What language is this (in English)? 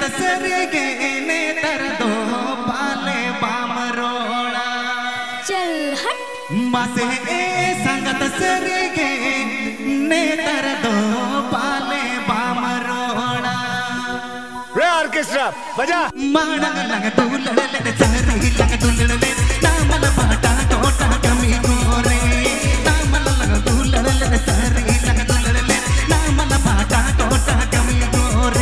Santali